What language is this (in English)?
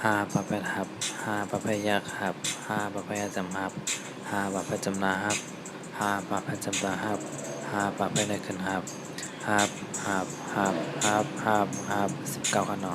Shan